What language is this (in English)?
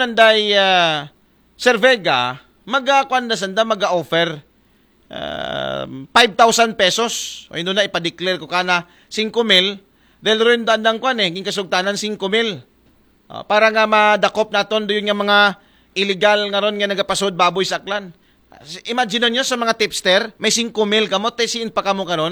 Aklanon